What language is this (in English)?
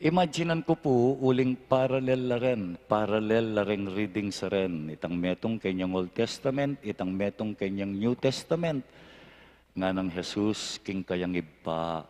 Pampanga